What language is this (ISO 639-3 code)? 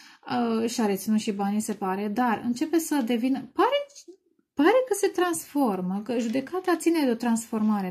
ron